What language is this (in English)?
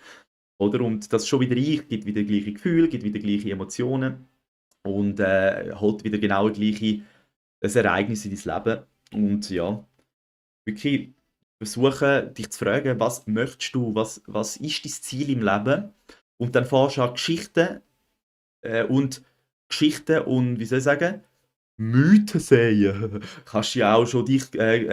Swiss German